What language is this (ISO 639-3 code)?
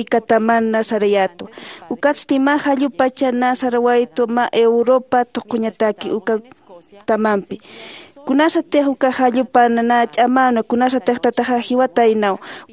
aym